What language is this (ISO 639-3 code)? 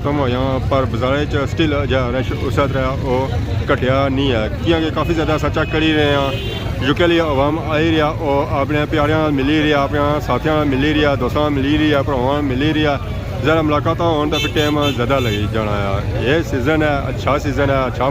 phr